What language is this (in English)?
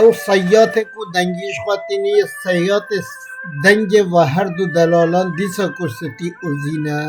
Kurdish